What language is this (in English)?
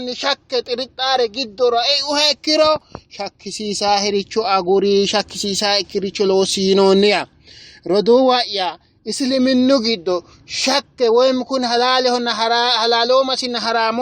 Sidamo